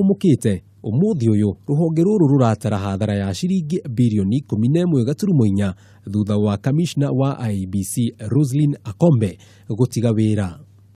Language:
Kikuyu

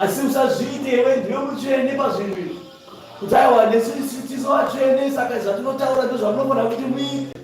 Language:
Shona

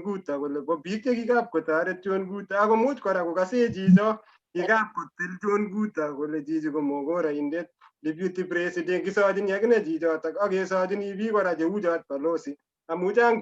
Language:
Kalenjin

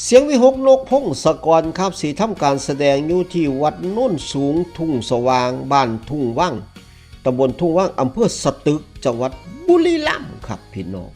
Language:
Northeastern Thai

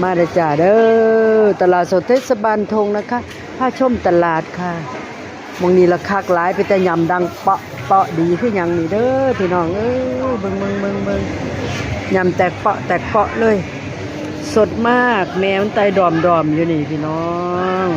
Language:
Northeastern Thai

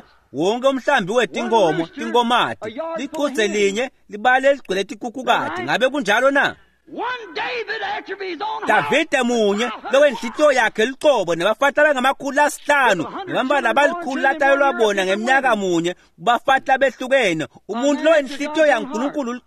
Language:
Swati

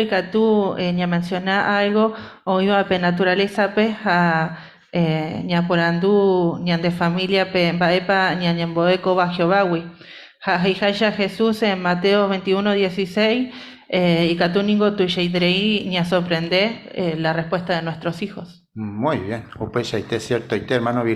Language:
Guarani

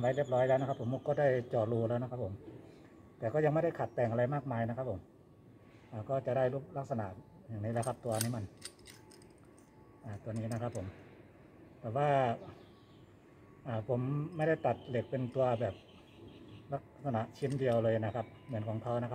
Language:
Thai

